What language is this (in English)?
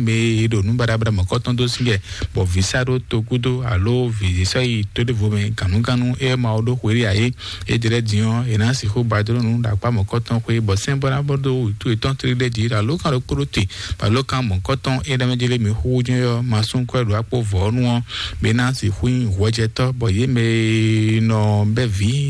Fon